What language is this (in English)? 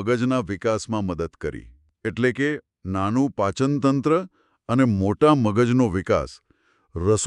Gujarati